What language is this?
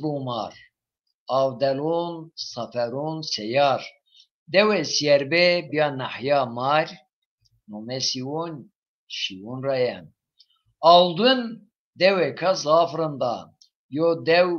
Zaza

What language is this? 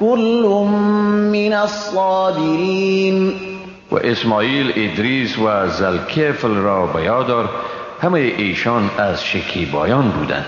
Persian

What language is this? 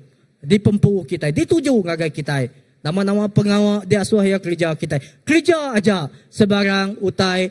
Iban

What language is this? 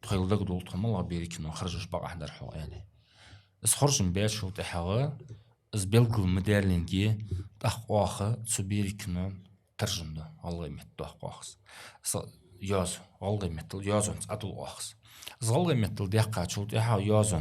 Ingush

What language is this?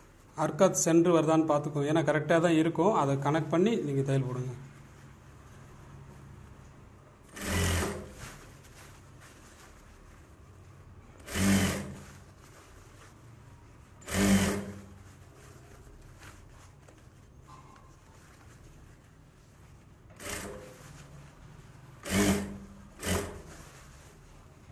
Tamil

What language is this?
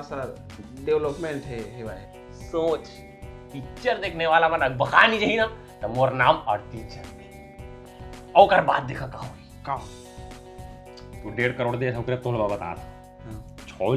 Chhattisgarhi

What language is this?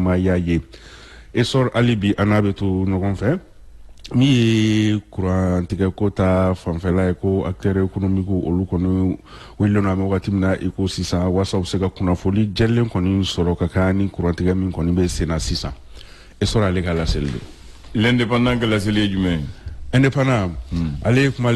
Bambara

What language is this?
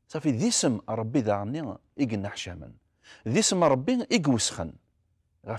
Kabyle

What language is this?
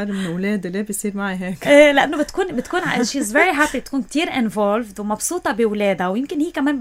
North Levantine Arabic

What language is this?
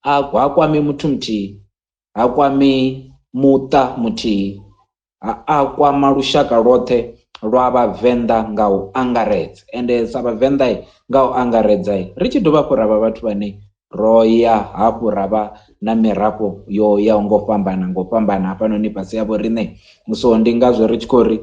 Venda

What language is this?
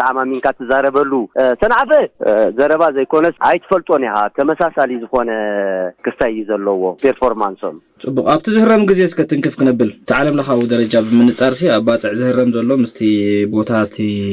Tigrinya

